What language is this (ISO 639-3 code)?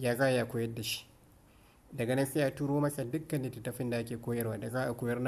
hau